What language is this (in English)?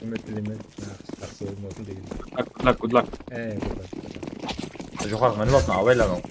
Kara-Kalpak